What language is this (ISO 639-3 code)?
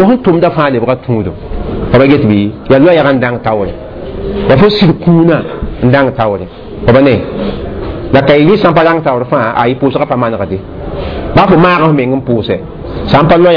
mos